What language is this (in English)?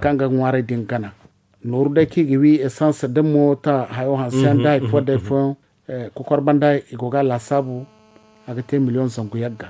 Zarma